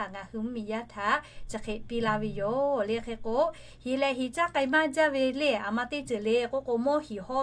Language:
Lahu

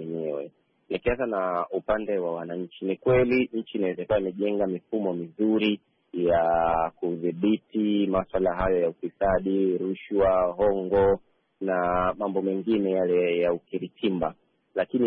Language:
Swahili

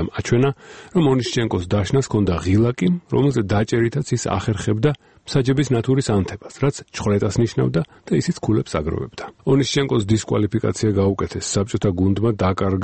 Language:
Georgian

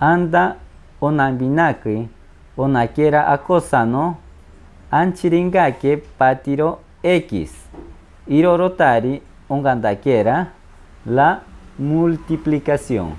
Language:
Machiguenga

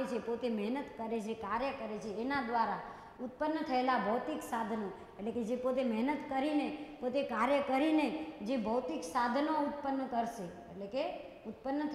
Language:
Gujarati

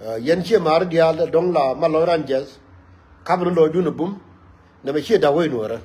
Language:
Nuer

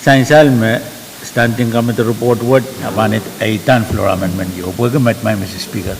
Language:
Pohnpeian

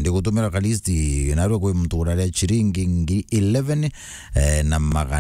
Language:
Meru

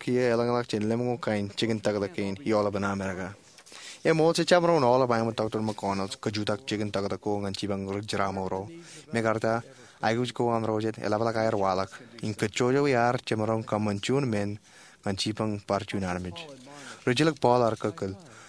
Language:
Marshallese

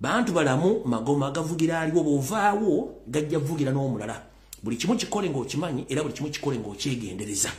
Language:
Ganda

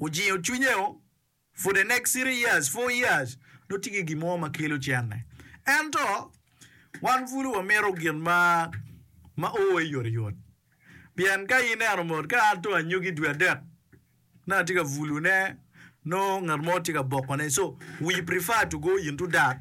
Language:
Acoli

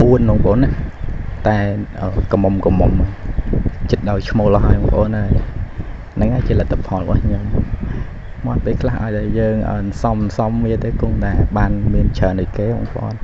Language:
Khmer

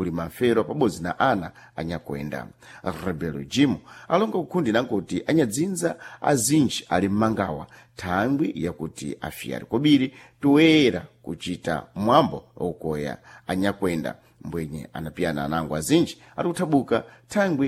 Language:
Sena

